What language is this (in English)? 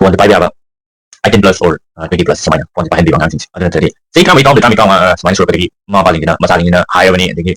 Manipuri